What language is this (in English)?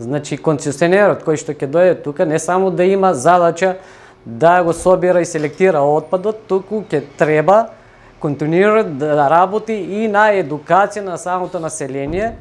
Macedonian